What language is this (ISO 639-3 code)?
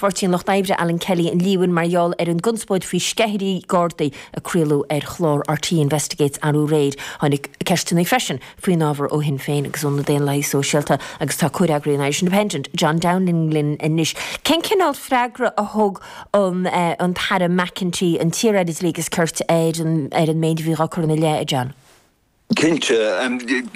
gle